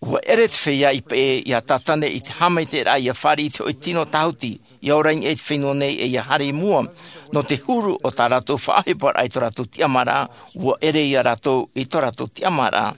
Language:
Tahitian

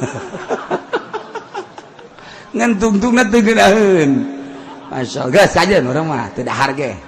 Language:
Sundanese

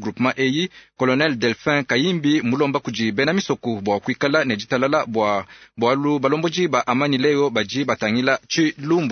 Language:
Luba-Lulua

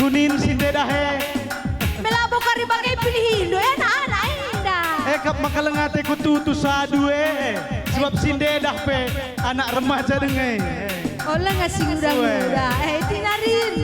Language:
Batak Karo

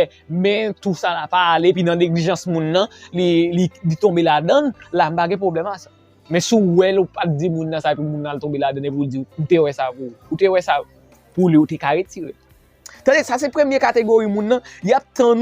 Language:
Haitian Creole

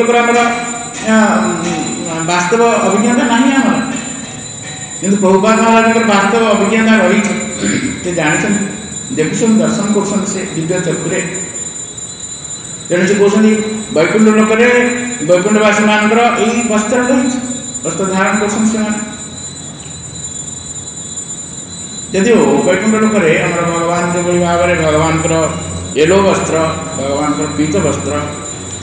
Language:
Odia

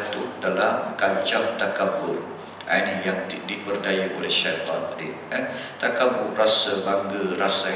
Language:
Malay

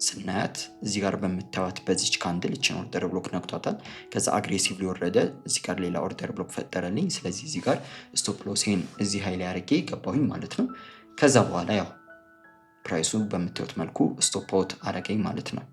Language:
Amharic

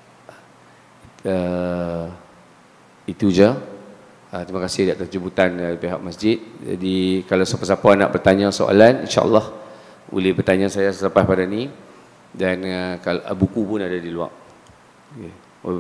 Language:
Malay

